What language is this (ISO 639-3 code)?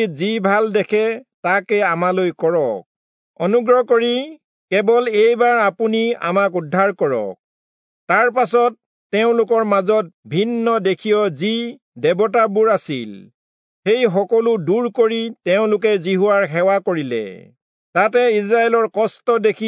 asm